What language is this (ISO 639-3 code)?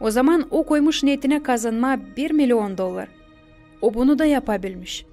gag